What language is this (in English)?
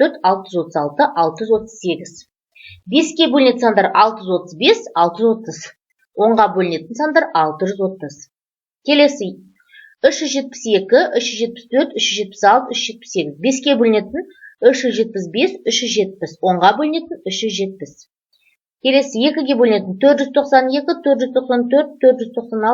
Kazakh